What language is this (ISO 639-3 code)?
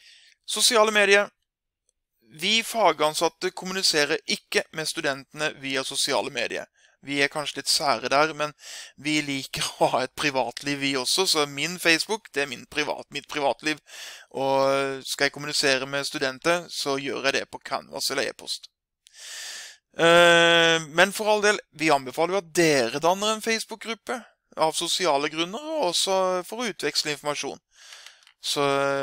nor